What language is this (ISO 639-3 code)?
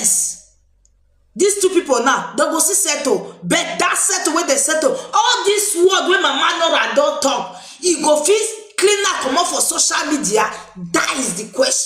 pcm